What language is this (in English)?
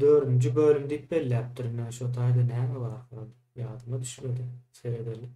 Turkmen